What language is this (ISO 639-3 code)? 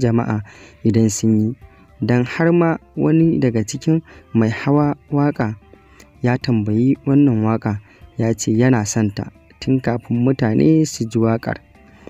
hau